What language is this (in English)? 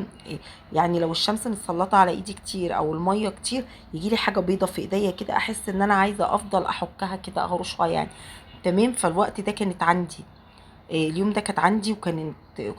Egyptian Arabic